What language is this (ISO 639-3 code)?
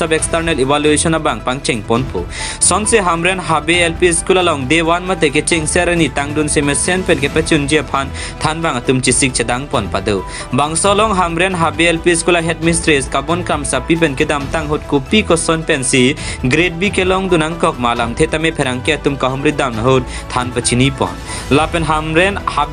mjw